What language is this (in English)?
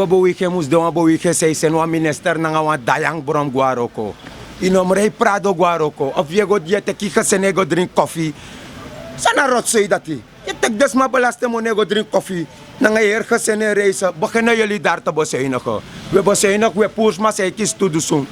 Sranan Tongo